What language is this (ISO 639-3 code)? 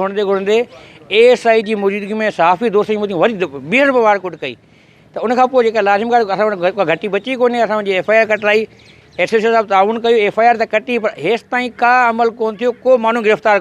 snd